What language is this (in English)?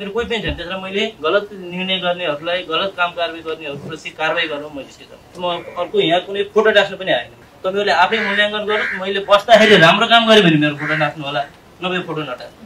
Nepali